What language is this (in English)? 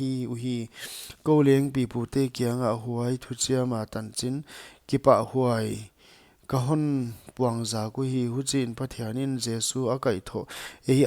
Paite Chin